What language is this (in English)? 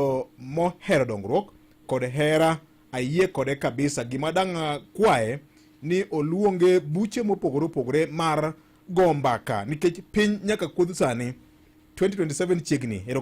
Luo (Kenya and Tanzania)